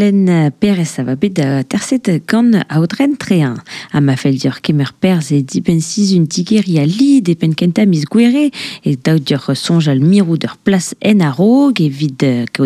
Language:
Breton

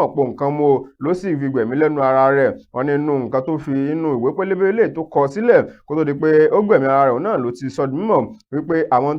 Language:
Yoruba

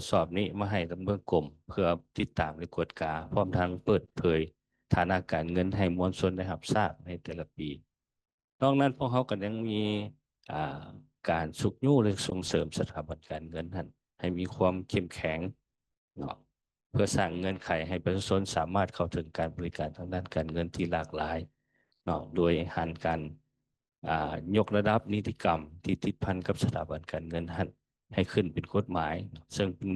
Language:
Lao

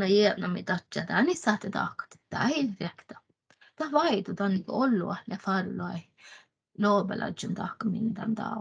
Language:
Northern Sami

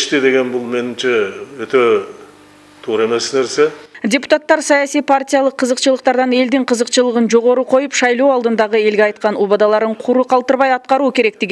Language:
Kyrgyz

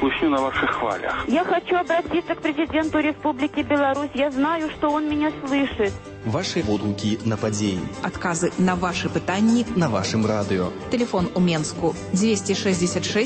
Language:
Belarusian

